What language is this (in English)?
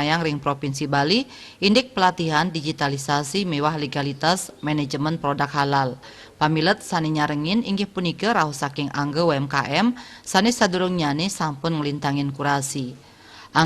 Balinese